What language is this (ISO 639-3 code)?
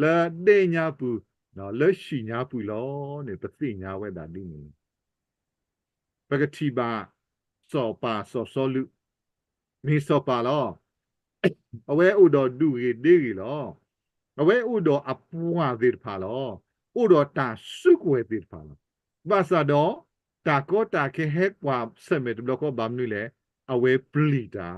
ksw